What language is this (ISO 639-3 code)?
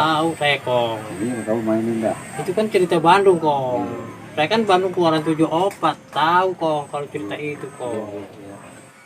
bew